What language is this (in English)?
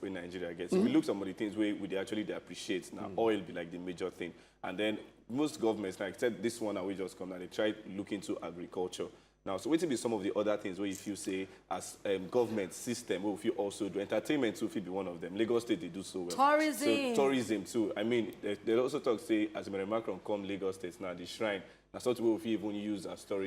Nigerian Pidgin